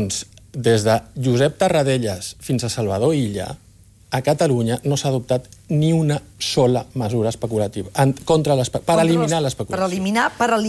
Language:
Catalan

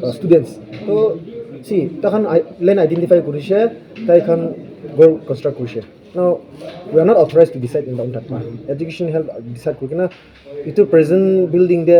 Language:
Naga Pidgin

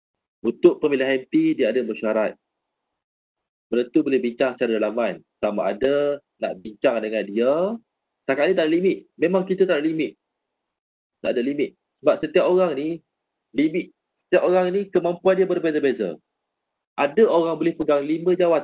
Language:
Malay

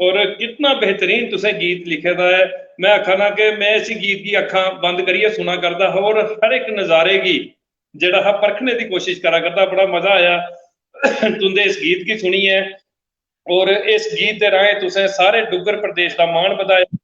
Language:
Dogri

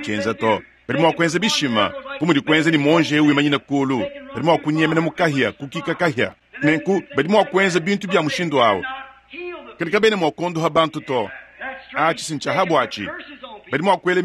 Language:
Luba-Lulua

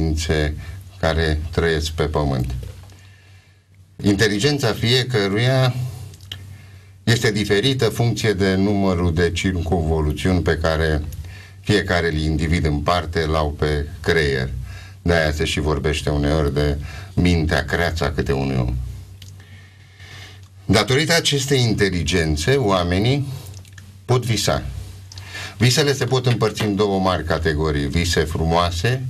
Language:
Romanian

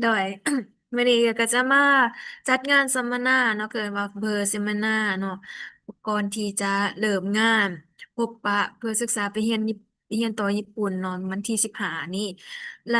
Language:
Lao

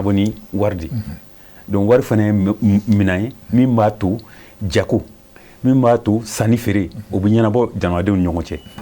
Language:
Bambara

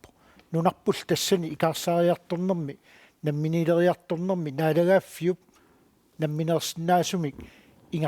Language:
Kalaallisut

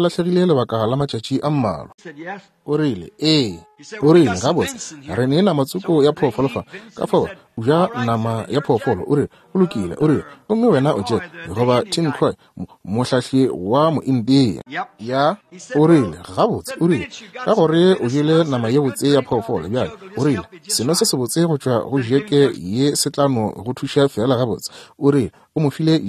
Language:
Northern Sotho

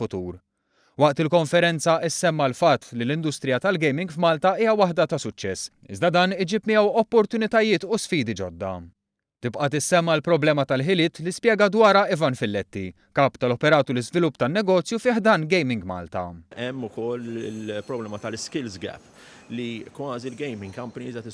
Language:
Maltese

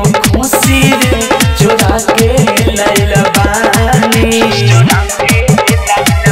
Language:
Bhojpuri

